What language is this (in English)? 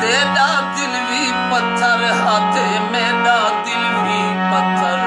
Saraiki